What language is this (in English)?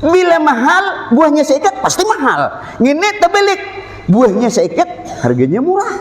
Banjar